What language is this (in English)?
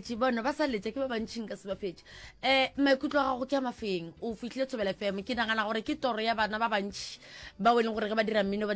Northern Sotho